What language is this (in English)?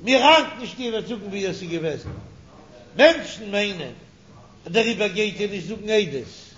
Yiddish